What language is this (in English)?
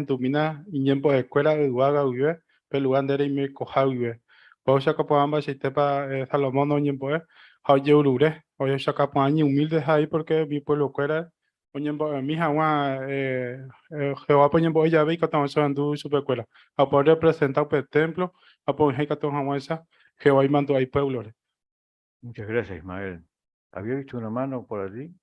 Guarani